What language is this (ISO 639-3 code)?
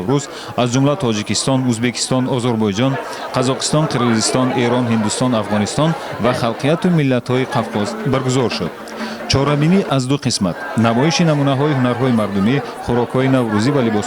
tgk